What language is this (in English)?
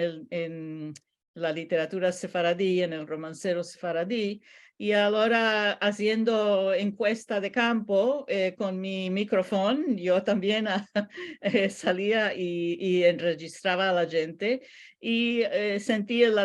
Ladino